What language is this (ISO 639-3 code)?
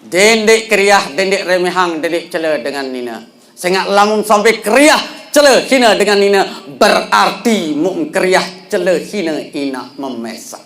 sas